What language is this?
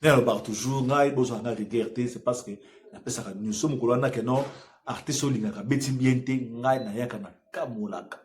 Lingala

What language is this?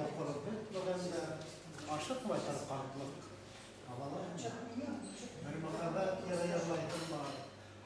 Bashkir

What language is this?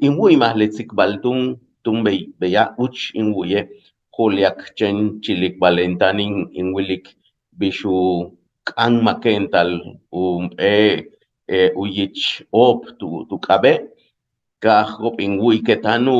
Yucateco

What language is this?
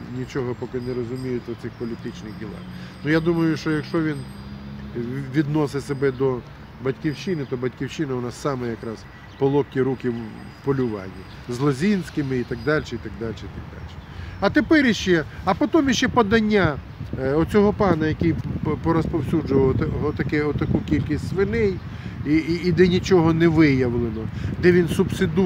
Ukrainian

